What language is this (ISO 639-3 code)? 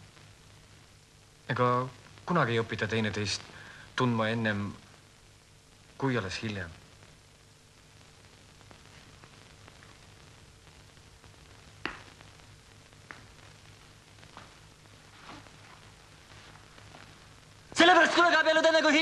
est